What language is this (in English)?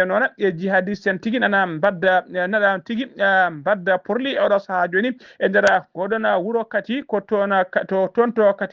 Fula